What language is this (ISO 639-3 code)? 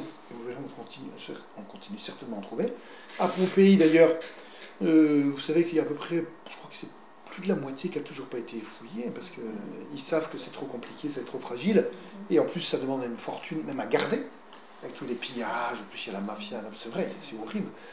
fra